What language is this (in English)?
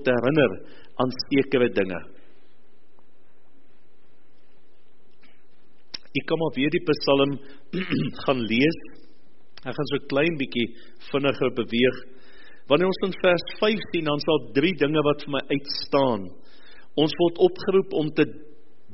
Afrikaans